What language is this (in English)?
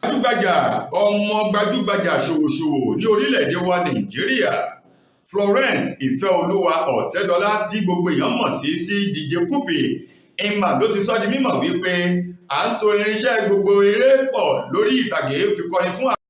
Yoruba